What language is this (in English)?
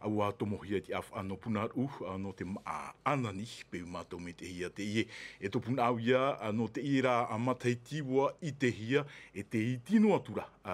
Tahitian